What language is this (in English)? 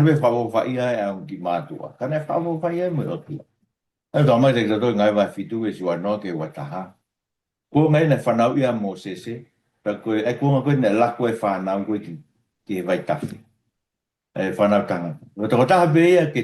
Tongan